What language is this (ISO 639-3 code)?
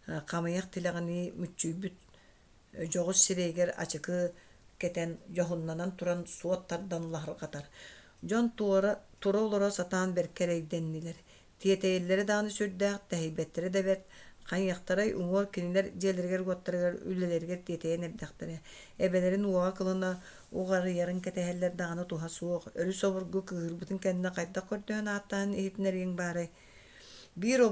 sah